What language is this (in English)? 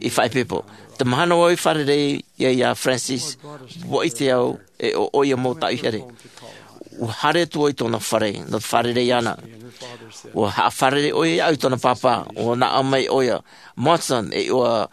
Tahitian